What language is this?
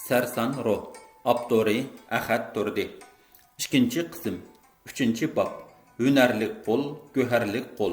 Uyghur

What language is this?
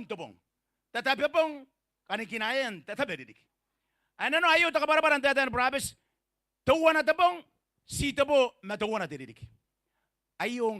Gilbertese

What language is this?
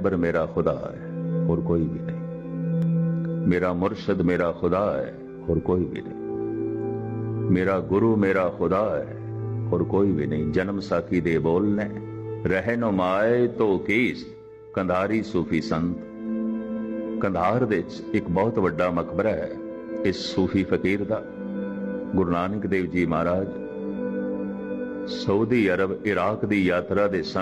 Punjabi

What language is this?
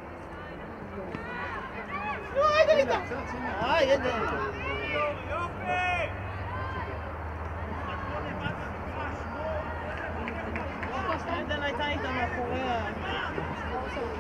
Hebrew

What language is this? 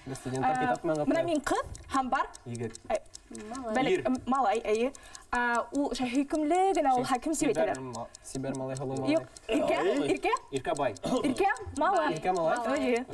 Bashkir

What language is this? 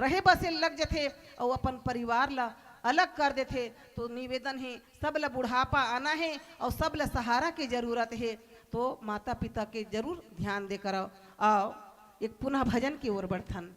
Chhattisgarhi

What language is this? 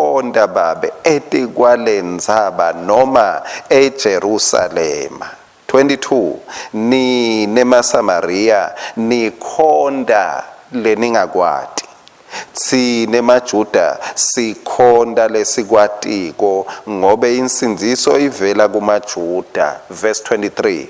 Swati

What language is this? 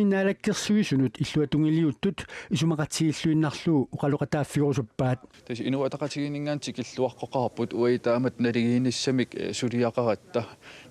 Kalaallisut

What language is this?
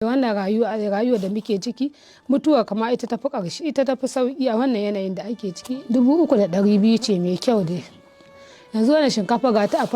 Hausa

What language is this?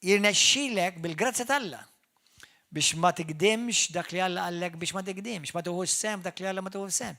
Maltese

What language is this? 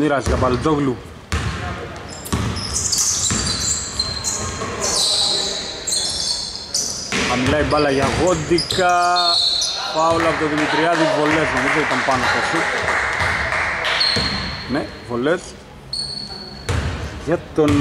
Greek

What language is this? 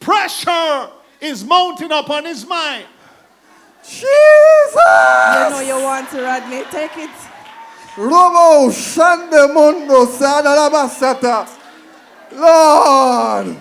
Jamaican Creole English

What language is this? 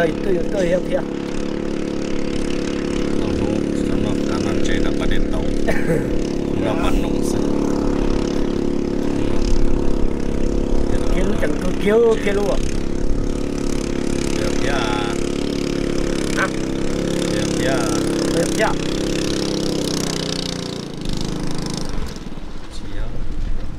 Vietnamese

